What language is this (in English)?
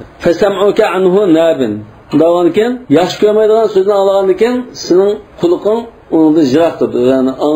Uyghur